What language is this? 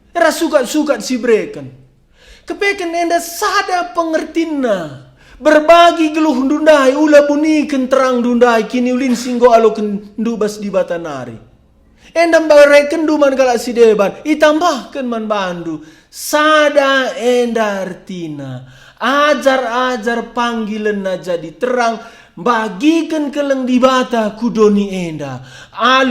Batak Karo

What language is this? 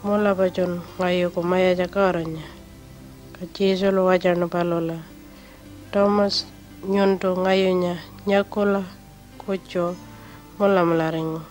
Pitjantjatjara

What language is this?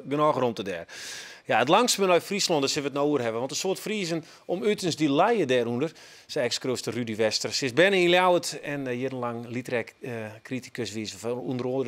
Western Frisian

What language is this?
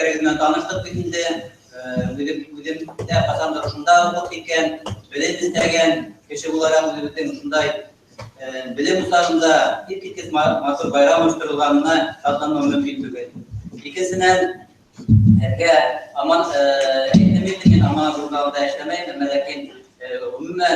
Bashkir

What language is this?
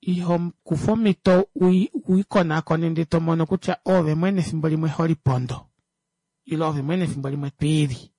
Kuanyama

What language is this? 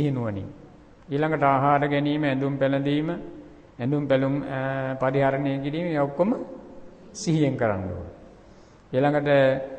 Sinhala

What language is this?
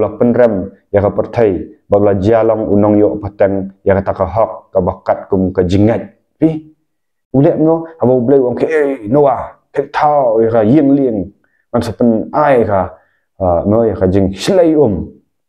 Khasi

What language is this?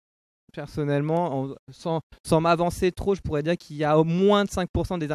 French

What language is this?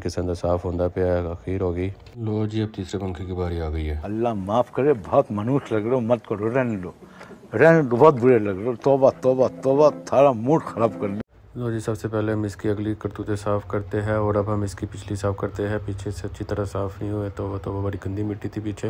Hindi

